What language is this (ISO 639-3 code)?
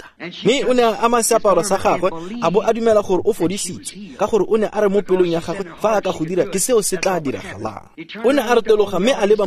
tsn